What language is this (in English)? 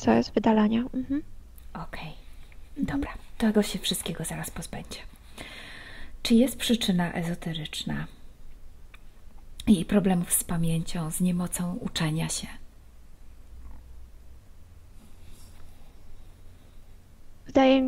Polish